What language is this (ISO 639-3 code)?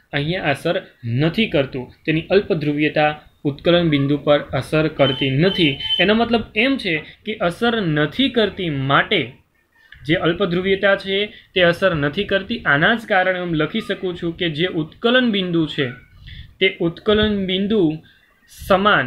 guj